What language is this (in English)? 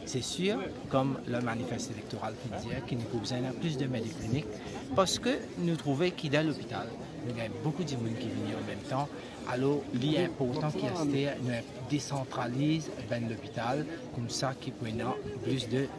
Morisyen